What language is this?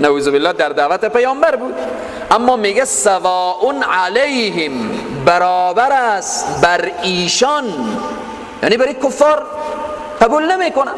Persian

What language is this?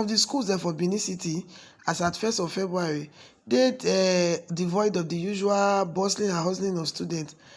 Nigerian Pidgin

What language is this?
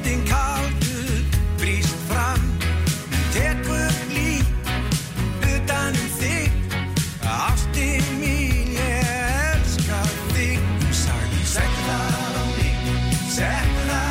Icelandic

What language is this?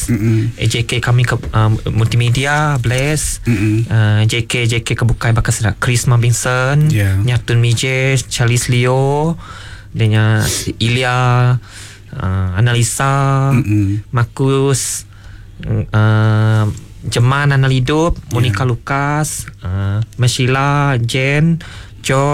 Iban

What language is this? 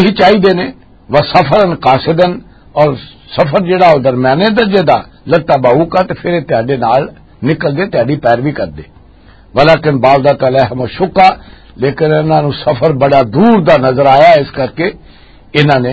Western Panjabi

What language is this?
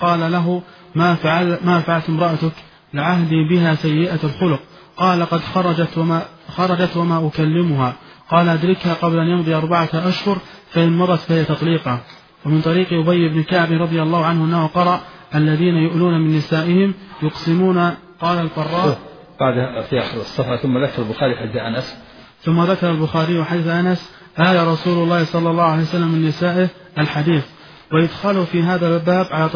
Arabic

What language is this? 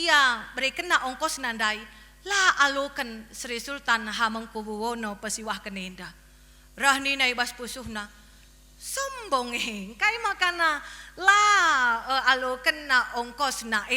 Batak Karo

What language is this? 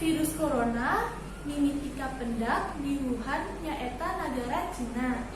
Sundanese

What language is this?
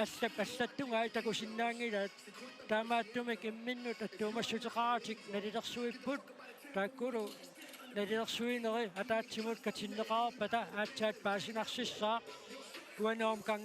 Kalaallisut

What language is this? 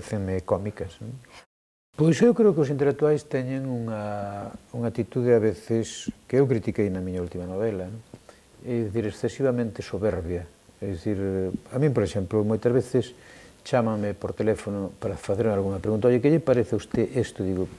Galician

